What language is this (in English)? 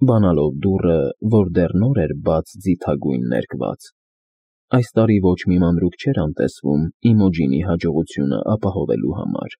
Armenian